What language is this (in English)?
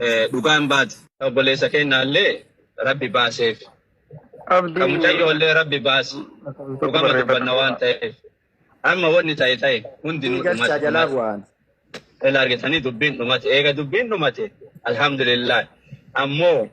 Oromo